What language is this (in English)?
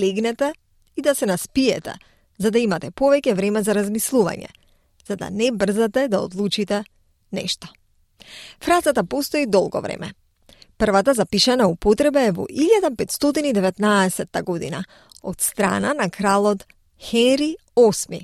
Macedonian